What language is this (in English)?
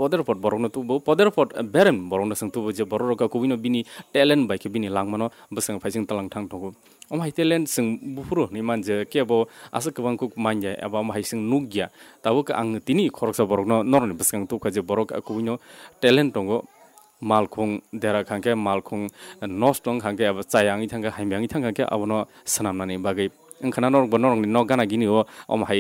Kok Borok